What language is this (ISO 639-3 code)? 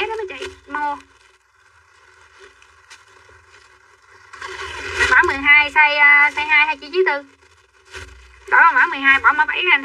vie